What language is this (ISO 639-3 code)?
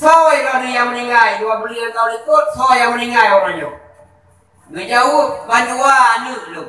ace